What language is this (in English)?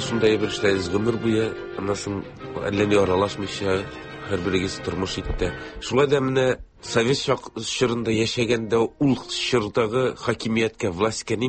Tatar